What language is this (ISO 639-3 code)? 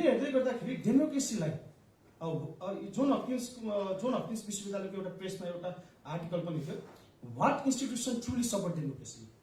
nep